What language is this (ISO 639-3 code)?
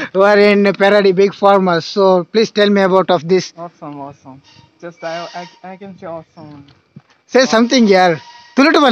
tcy